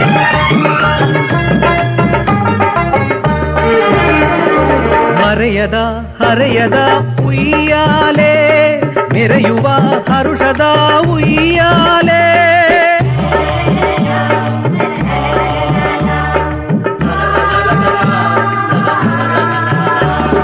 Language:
Kannada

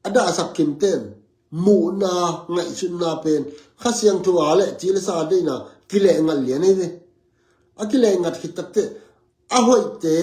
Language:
Tedim Chin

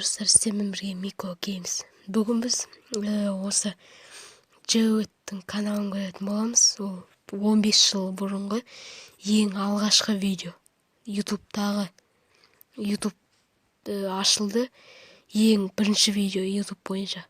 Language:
Kazakh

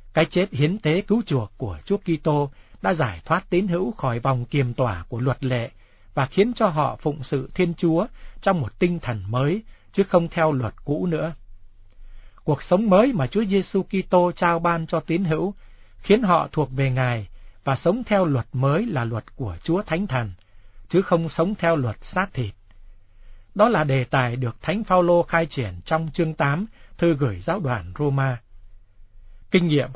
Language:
Vietnamese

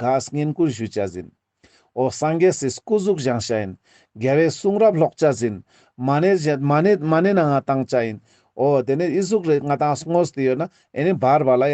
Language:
Ladakhi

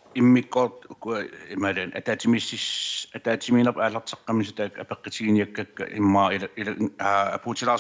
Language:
Kalaallisut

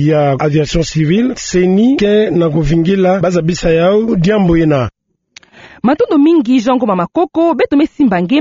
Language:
Kituba (Democratic Republic of Congo)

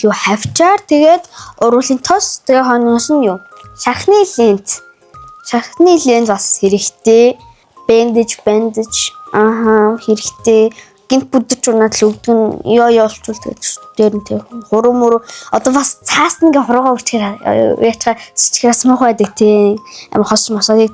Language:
Mongolian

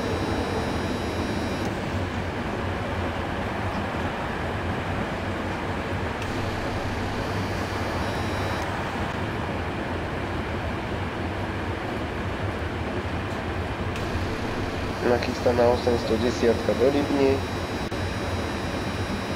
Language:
Slovak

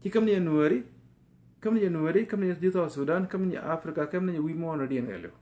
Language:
Nuer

